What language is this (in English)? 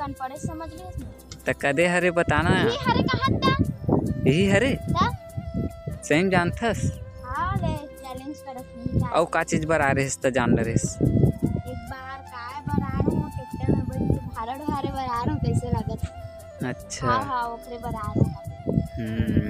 Chhattisgarhi